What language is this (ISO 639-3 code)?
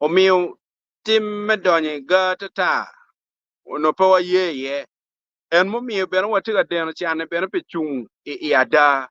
ach